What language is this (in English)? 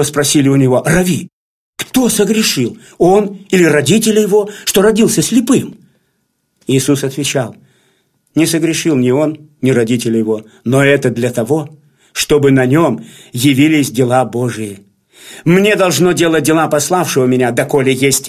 Russian